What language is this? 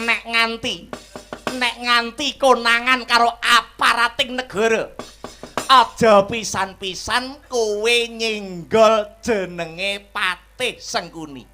Javanese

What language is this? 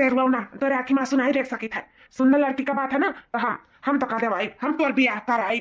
Awadhi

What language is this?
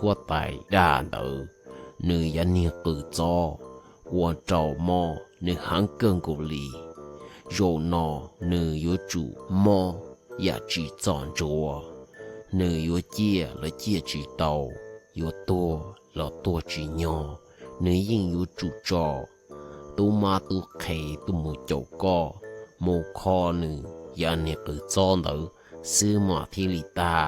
Hmong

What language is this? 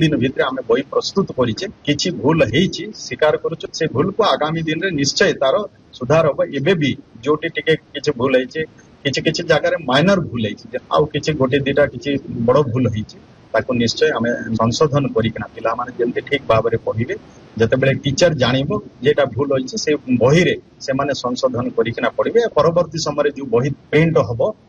Odia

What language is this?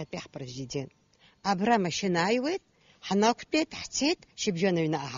Abkhazian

